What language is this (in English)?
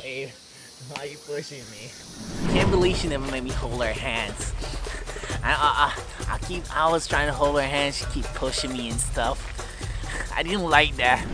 Jamaican Creole English